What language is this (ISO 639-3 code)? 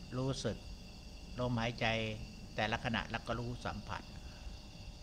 tha